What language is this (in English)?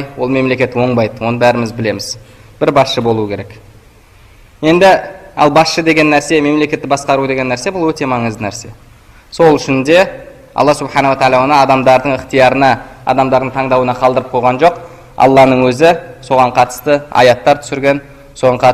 Kazakh